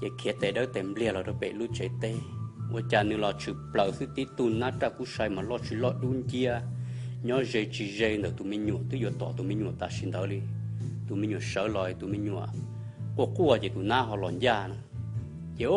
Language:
Hmong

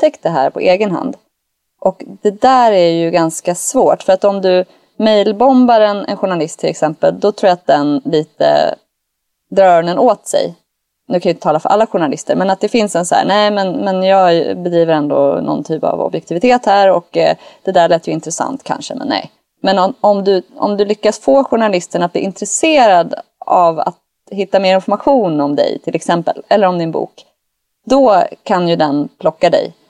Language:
Swedish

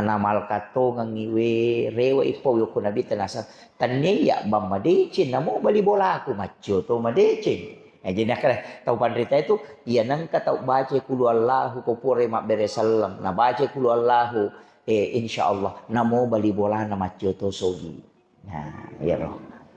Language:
Buginese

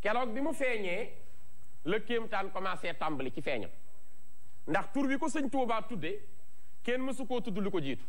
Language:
Wolof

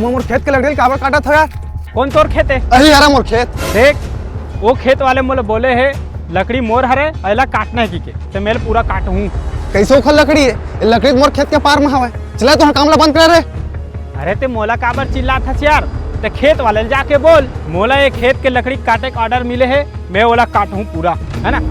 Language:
Chhattisgarhi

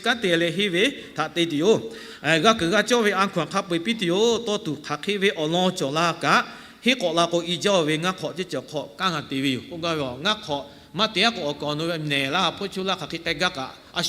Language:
Lahu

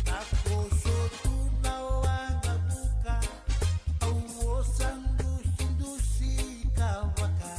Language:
Fijian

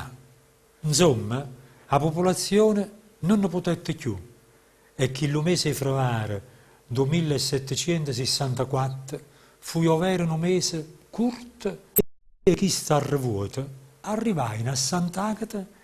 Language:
Neapolitan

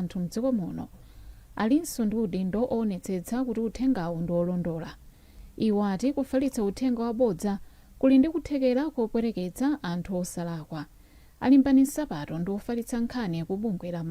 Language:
Nyanja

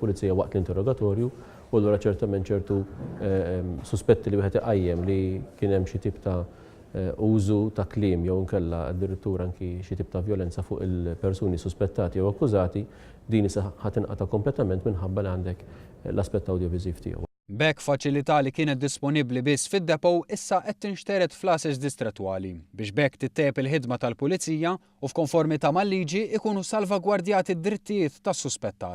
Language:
Maltese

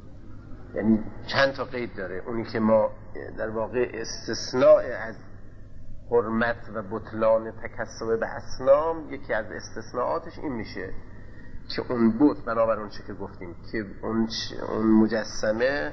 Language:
Persian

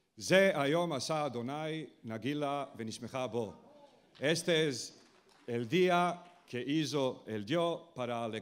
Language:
Ladino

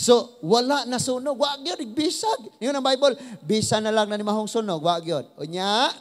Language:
Cebuano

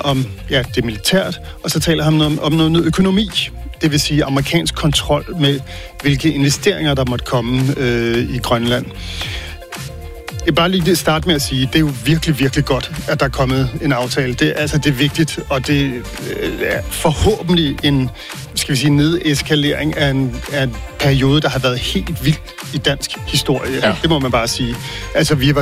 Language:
Danish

